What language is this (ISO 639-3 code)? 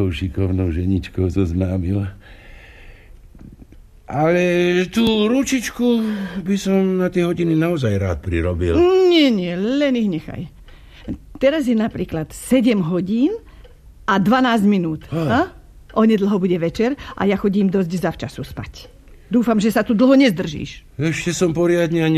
slk